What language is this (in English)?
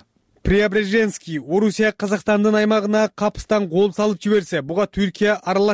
Kyrgyz